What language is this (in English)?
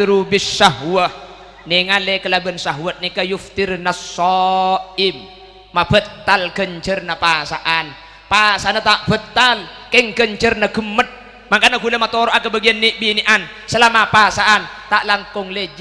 Madurese